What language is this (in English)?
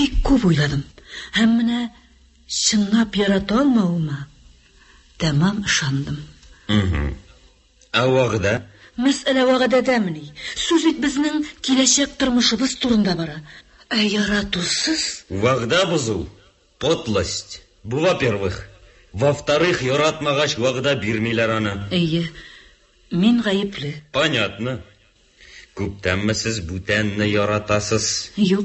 Tatar